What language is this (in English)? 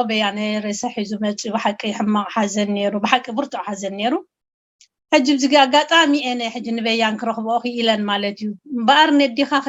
Tigrinya